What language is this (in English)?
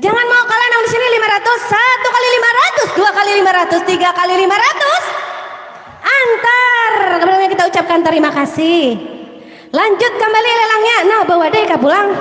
Banjar